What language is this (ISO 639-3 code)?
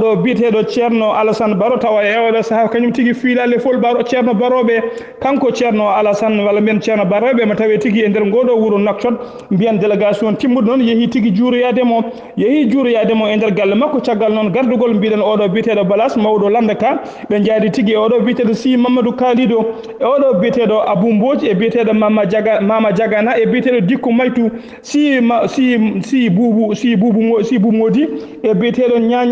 ful